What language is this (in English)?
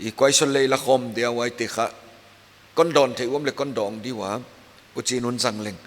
Paite Chin